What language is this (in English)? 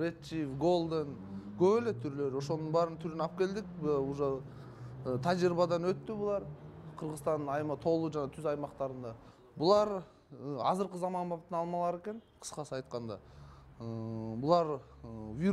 Kyrgyz